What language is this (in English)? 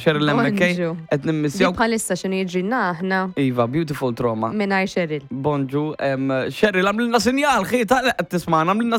Maltese